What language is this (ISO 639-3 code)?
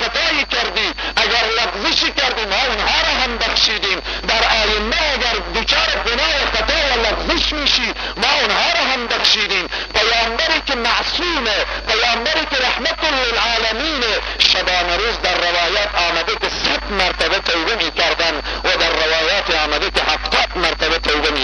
fas